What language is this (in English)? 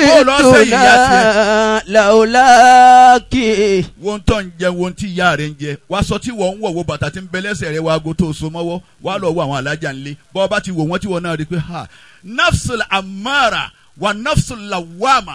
Yoruba